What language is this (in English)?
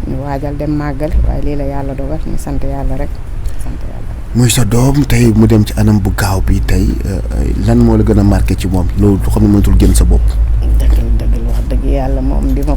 Wolof